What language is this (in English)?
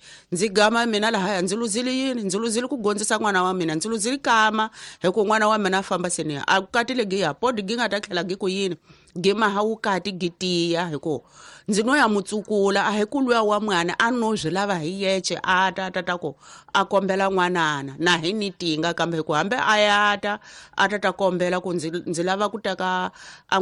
Tsonga